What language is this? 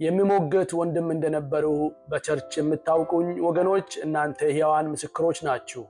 Amharic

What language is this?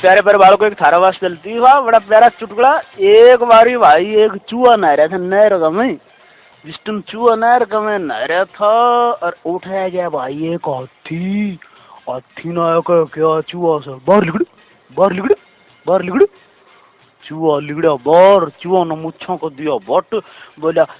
Haryanvi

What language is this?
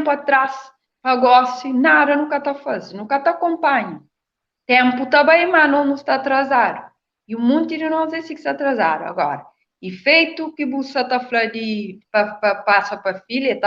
Kabuverdianu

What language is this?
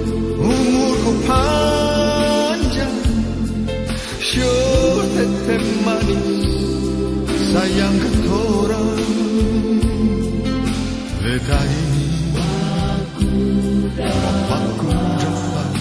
Ambonese Malay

